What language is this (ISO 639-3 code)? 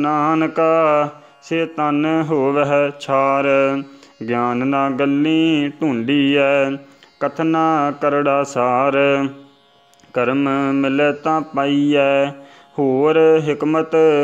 pan